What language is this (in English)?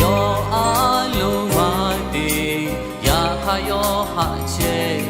Lahu